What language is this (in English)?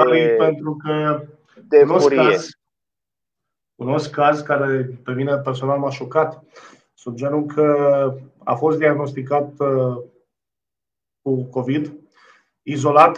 Romanian